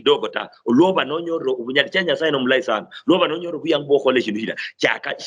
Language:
Luyia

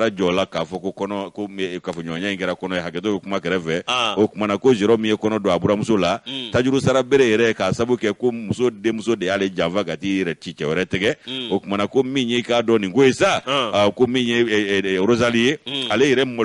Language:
Bambara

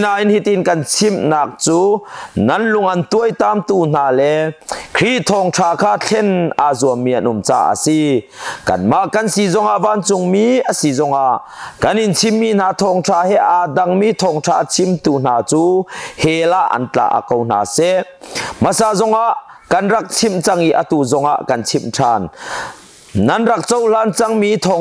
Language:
Hakha Chin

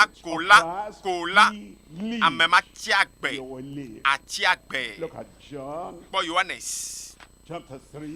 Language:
Ewe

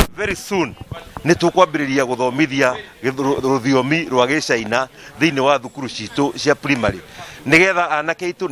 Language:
Kikuyu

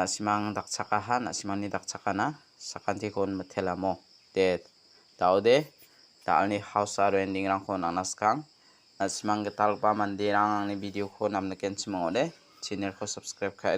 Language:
Garo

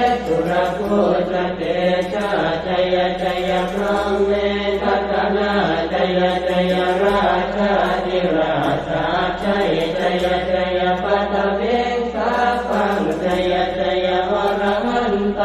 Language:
Pali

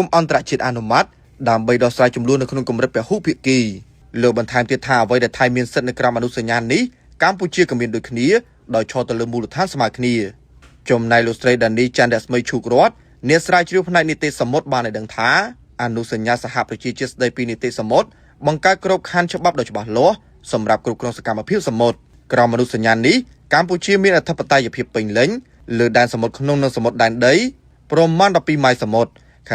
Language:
Khmer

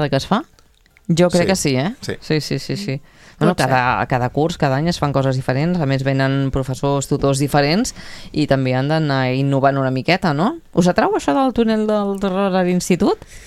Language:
Catalan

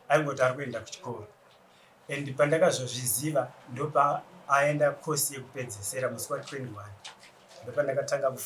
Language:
Shona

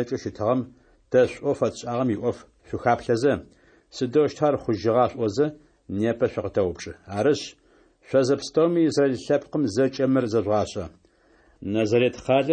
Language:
Adyghe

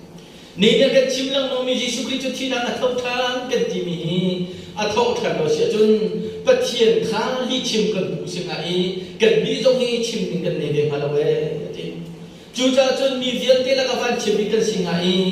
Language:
Hakha Chin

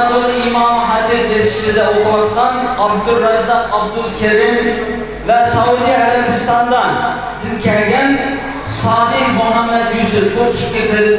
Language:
Uyghur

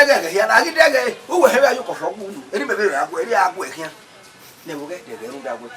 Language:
Bini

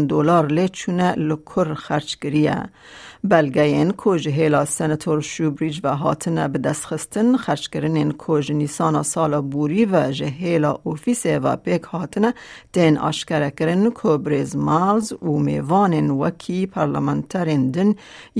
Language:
Kurdish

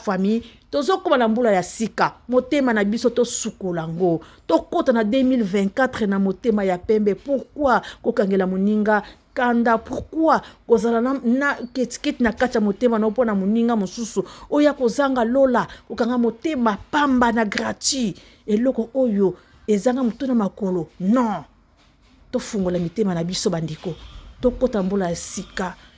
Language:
Lingala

